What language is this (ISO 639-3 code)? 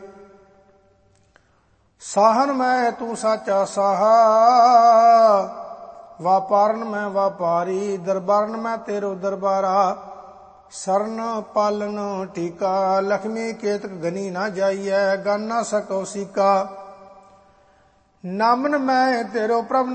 pan